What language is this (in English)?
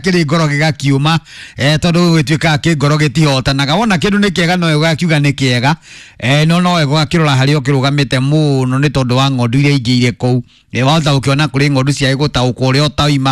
Kikuyu